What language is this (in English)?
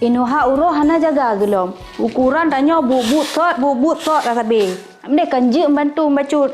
Achinese